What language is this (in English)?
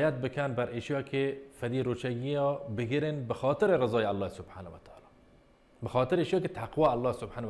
Baluchi